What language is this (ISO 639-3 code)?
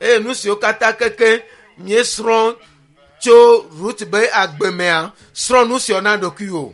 ewe